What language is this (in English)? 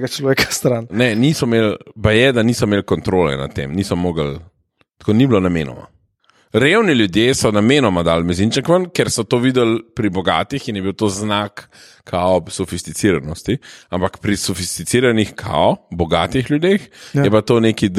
Slovenian